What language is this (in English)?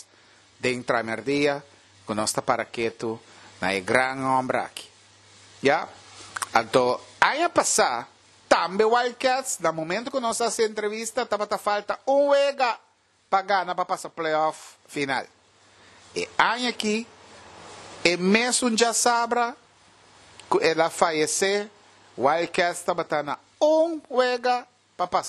Papiamento